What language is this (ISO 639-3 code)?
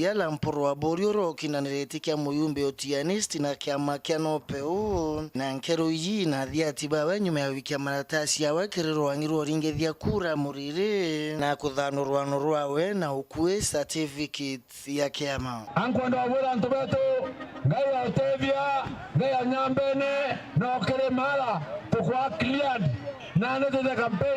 mer